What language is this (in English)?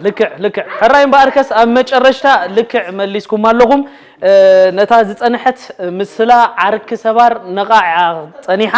Tigrinya